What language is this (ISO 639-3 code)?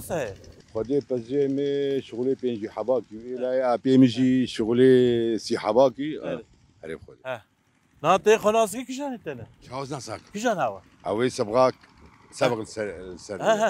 kur